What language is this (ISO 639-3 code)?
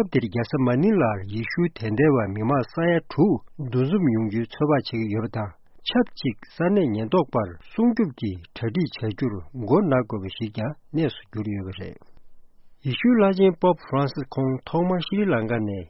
bod